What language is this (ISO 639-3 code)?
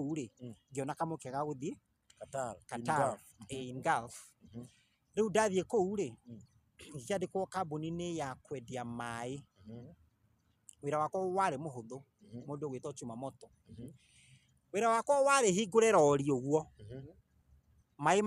kik